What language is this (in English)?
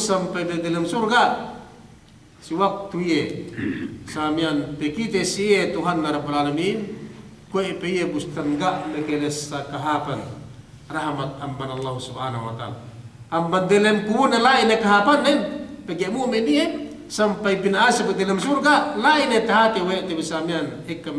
Yakan